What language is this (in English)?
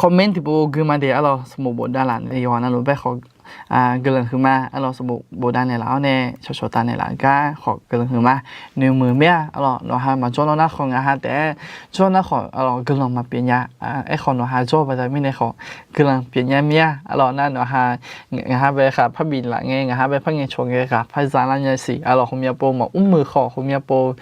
Akha